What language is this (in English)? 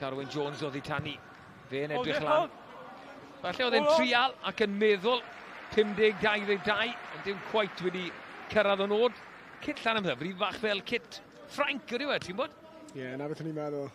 Welsh